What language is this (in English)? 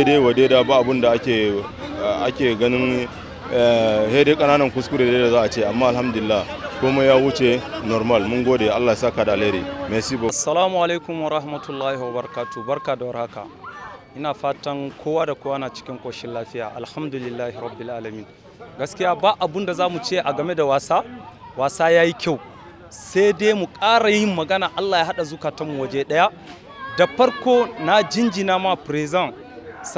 Hausa